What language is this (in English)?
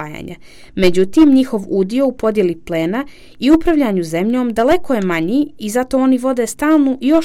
Serbian